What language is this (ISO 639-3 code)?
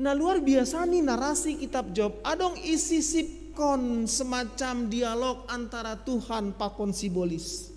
bts